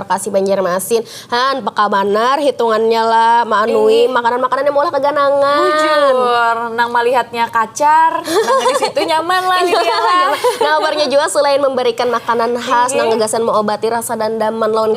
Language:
Banjar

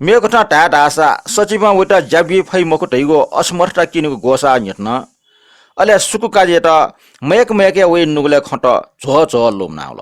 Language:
Newari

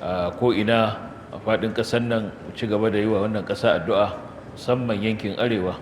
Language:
Hausa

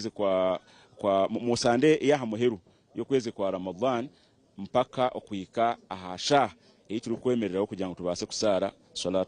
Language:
Nyankole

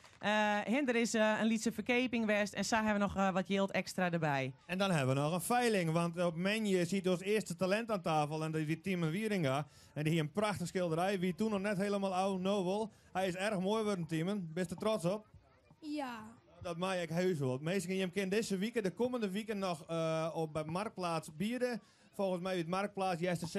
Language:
Western Frisian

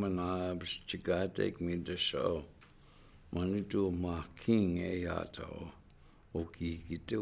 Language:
Chippewa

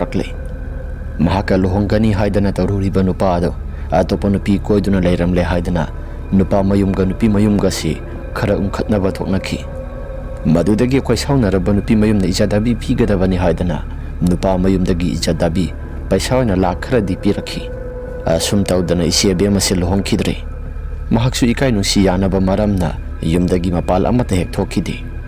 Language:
Manipuri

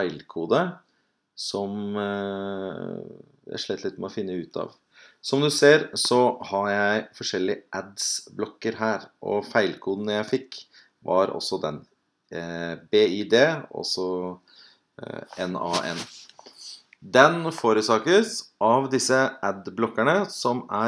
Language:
Norwegian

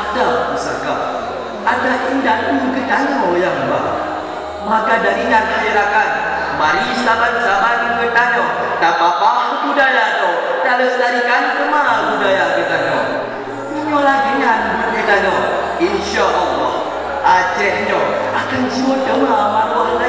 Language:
Achinese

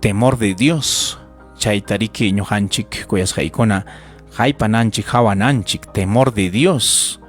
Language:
Ayacucho Quechua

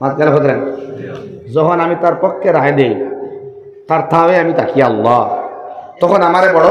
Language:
Sylheti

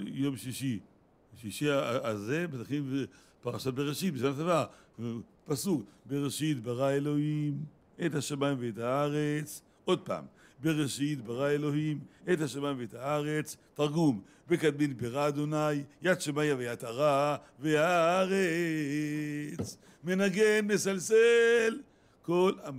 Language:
Hebrew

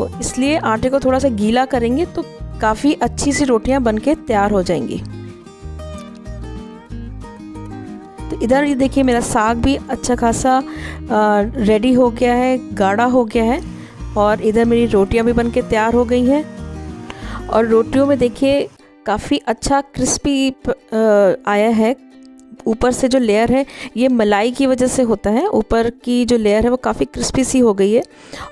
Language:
Hindi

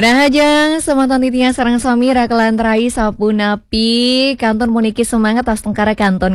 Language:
Balinese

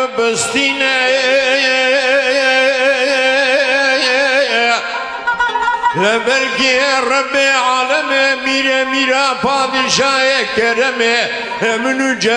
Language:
Kurdish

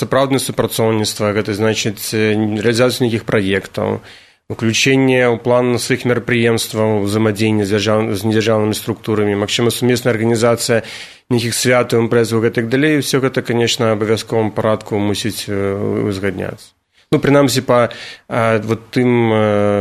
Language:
Belarusian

